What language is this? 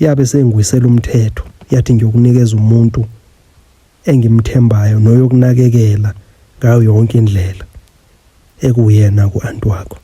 Zulu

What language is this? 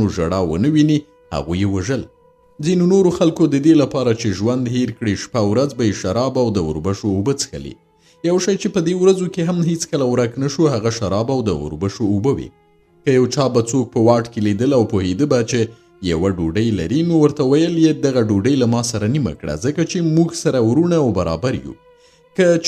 Pashto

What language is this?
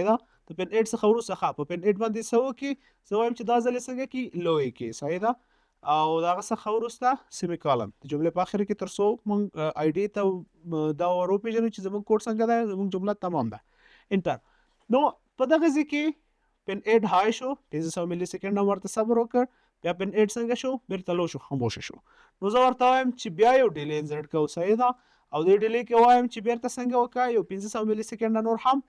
Pashto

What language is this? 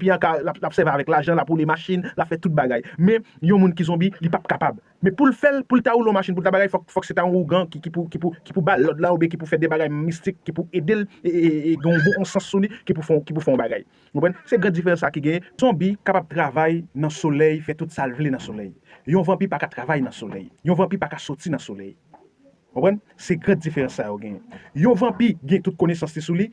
Haitian Creole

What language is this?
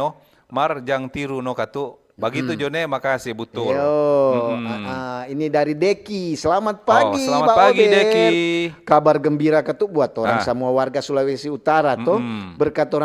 Manado Malay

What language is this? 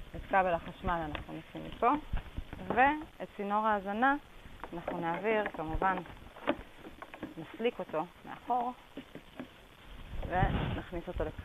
Hebrew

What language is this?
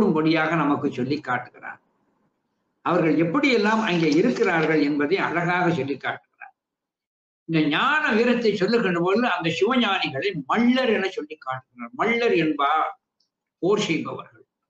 Tamil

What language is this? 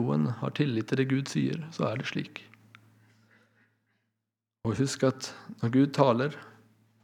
Norwegian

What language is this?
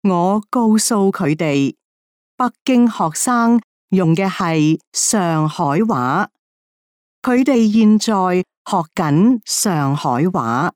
Cantonese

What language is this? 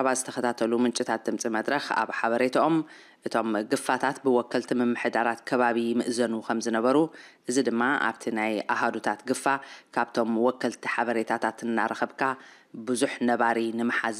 Tigrinya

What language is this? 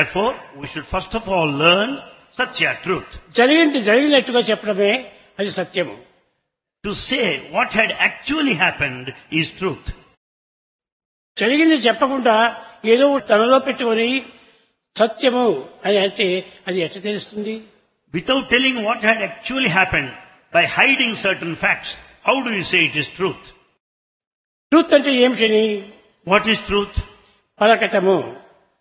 Telugu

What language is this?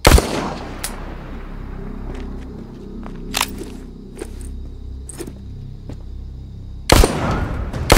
English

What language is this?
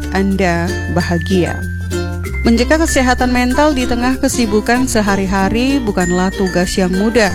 Indonesian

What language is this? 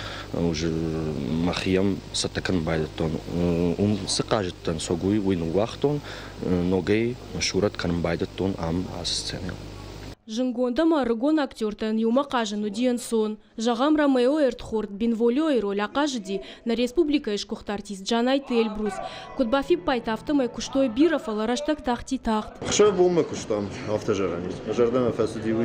Ossetic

